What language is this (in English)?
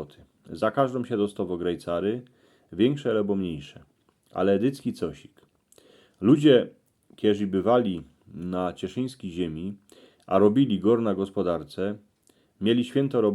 Silesian